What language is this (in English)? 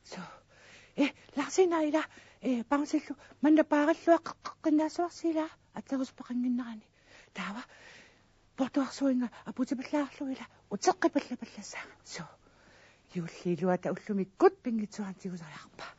Kalaallisut